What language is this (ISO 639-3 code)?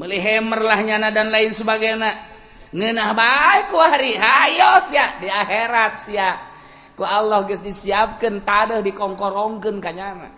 sun